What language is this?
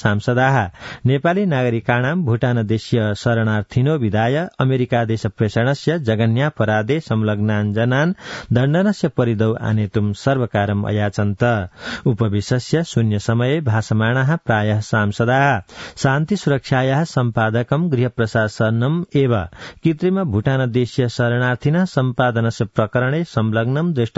Sanskrit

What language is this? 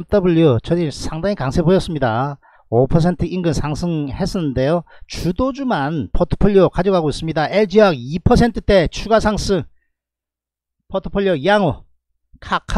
Korean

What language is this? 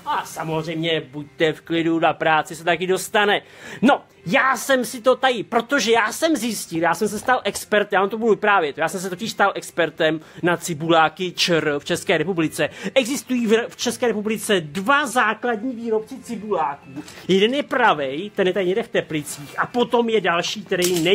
Czech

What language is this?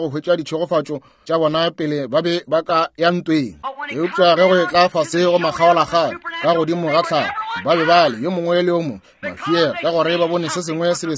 Northern Sotho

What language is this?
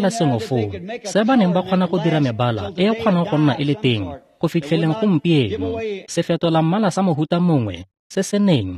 Tswana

